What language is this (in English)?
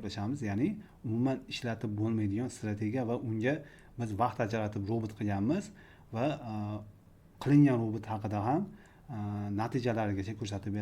Uzbek